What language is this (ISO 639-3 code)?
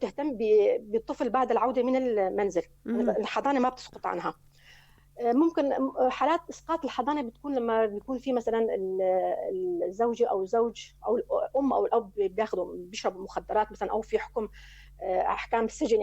apc